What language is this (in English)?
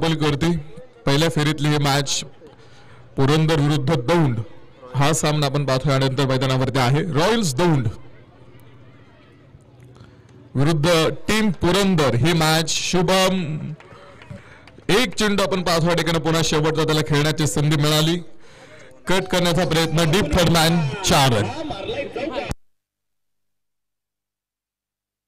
Marathi